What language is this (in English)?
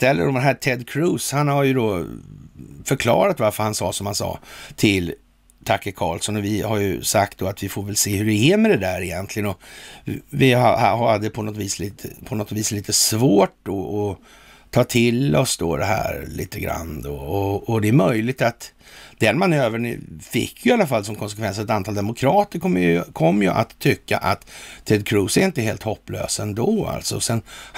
Swedish